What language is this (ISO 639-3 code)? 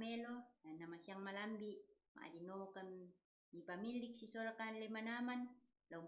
sda